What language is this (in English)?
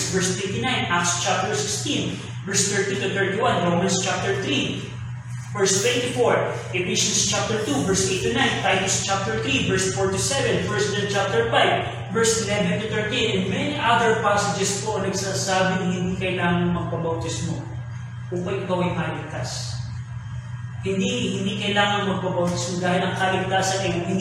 Filipino